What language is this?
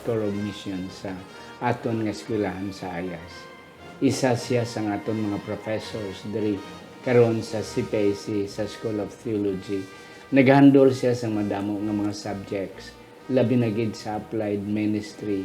Hiligaynon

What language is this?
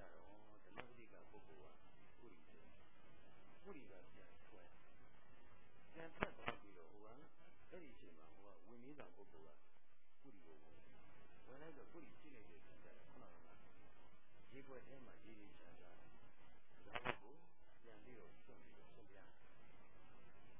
Burmese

